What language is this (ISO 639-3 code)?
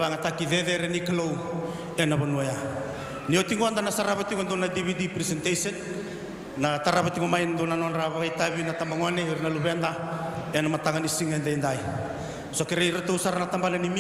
fij